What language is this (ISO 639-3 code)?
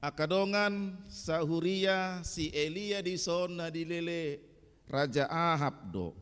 bbc